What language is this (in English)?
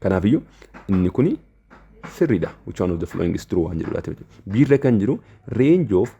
Oromo